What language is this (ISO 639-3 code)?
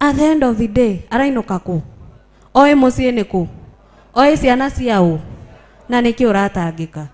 kik